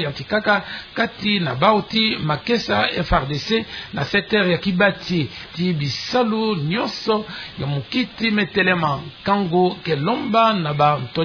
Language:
Kituba (Democratic Republic of Congo)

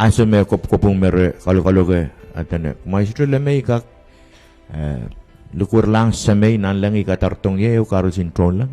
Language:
Pohnpeian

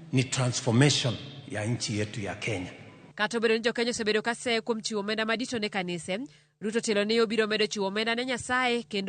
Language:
Luo (Kenya and Tanzania)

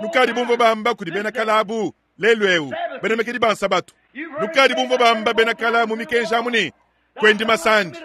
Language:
Luba-Lulua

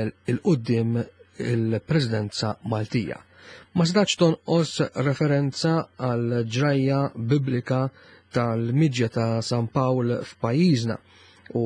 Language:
Maltese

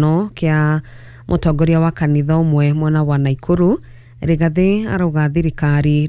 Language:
Kikuyu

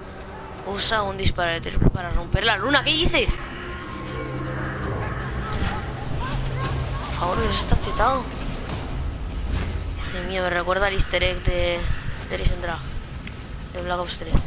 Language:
Spanish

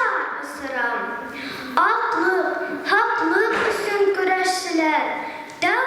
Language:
Bashkir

